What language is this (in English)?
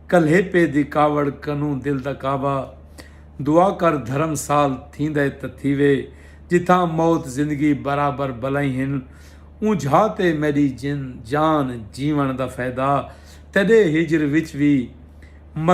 Saraiki